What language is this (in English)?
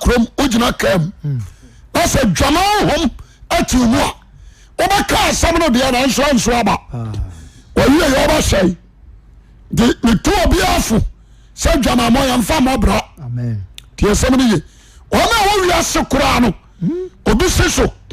Akan